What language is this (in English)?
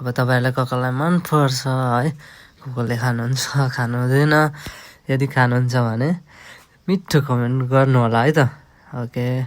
Nepali